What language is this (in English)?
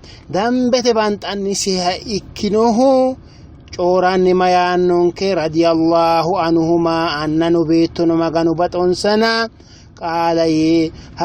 Sidamo